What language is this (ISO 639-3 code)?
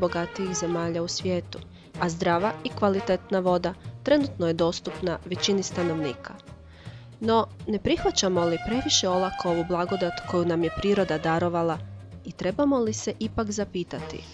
hrv